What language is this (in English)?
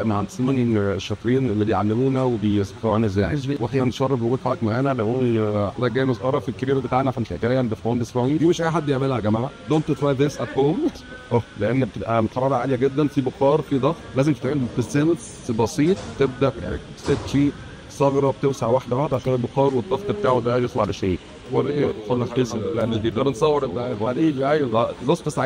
Egyptian Arabic